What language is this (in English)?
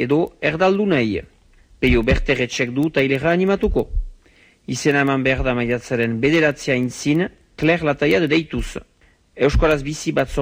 Basque